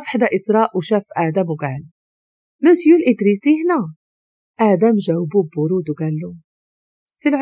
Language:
Moroccan Arabic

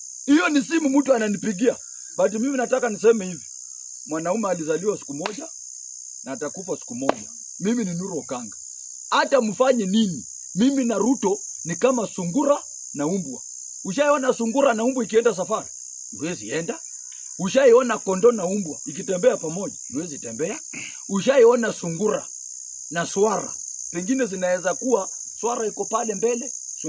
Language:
Swahili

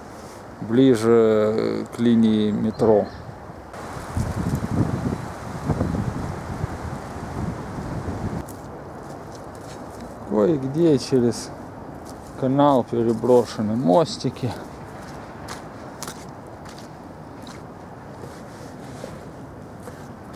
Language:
Russian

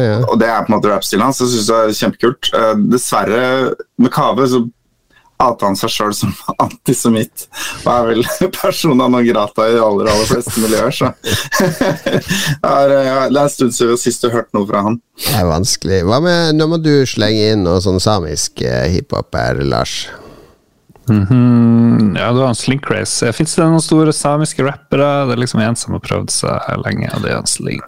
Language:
Norwegian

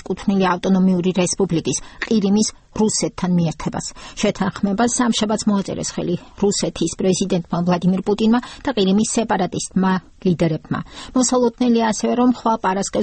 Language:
Georgian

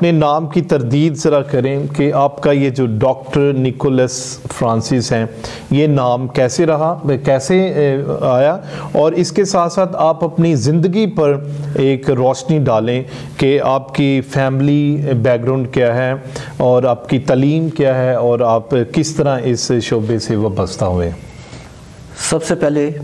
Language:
Urdu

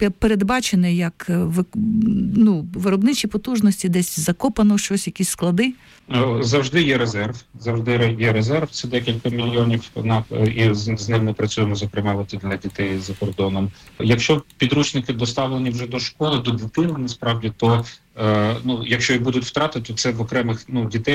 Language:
Ukrainian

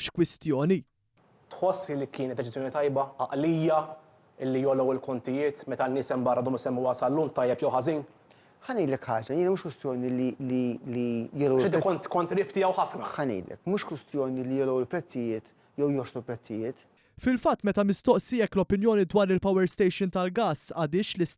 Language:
Maltese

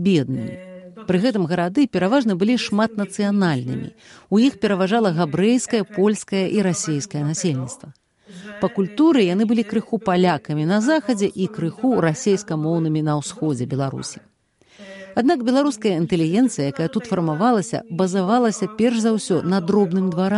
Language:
Belarusian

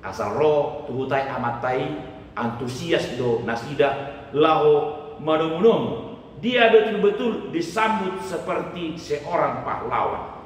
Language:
Batak Toba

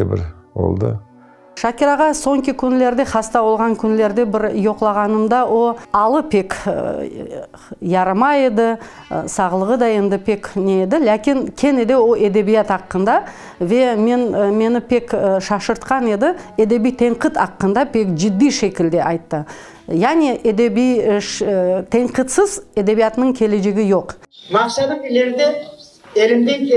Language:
Crimean Tatar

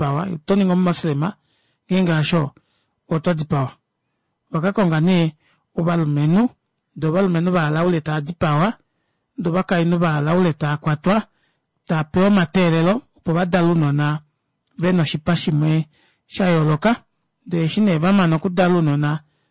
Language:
Kuanyama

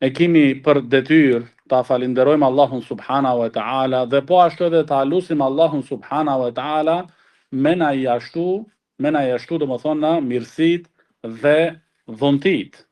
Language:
Albanian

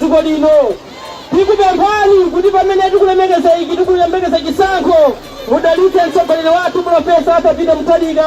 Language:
Nyanja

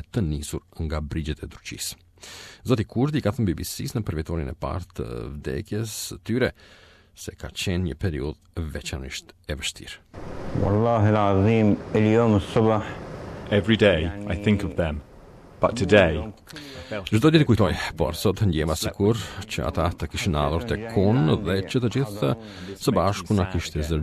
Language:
Albanian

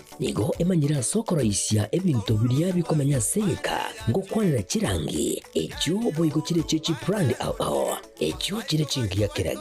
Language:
Gusii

